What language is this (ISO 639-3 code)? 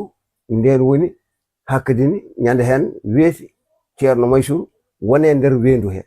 ful